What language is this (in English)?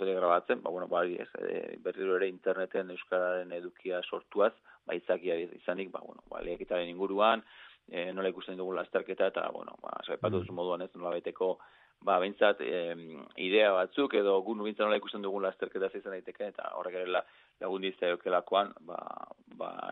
Basque